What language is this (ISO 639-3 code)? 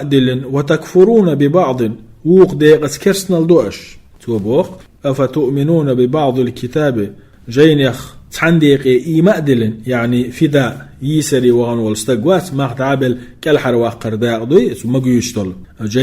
che